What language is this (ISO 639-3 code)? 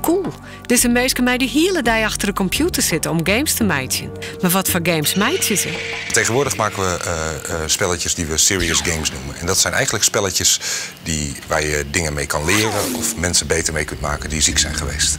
fry